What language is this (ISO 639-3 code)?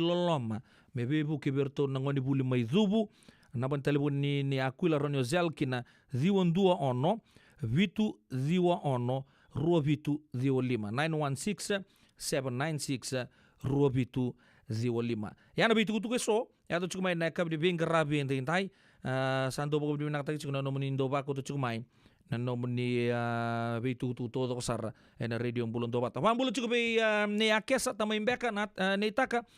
fij